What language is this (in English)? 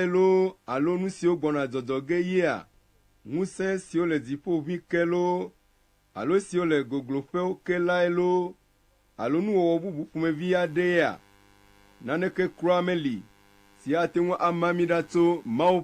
Ewe